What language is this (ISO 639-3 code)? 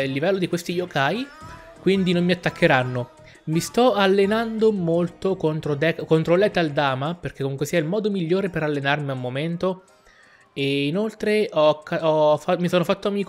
ita